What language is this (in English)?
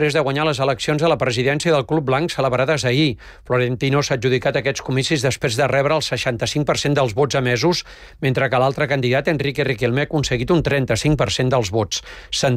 Catalan